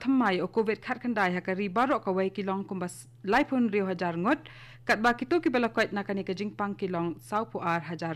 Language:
Khasi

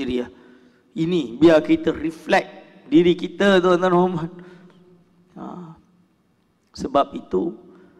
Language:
Malay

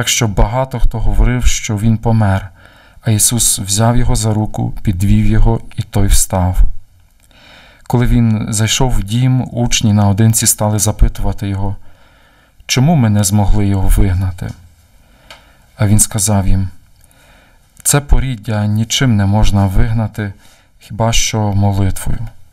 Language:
Ukrainian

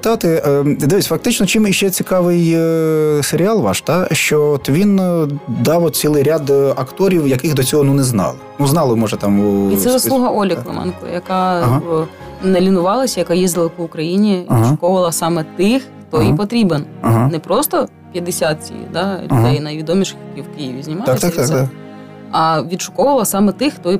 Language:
Ukrainian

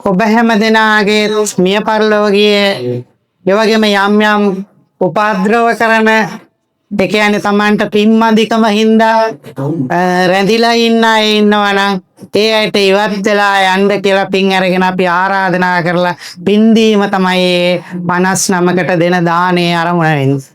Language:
Sinhala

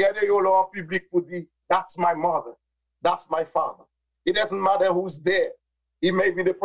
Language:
Haitian Creole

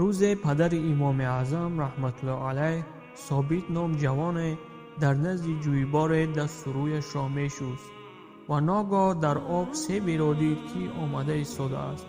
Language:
Tajik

